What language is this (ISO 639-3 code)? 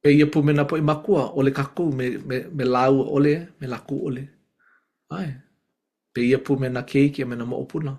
haw